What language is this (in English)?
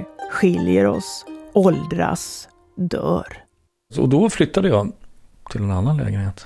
Swedish